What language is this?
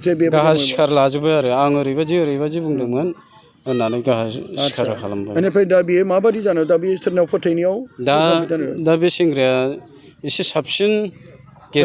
Bodo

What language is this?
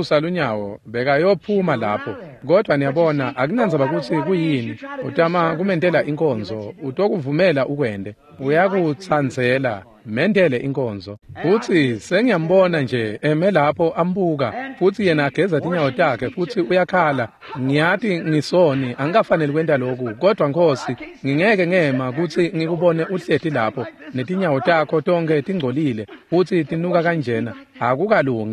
Swati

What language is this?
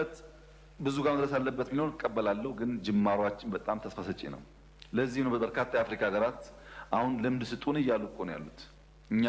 Amharic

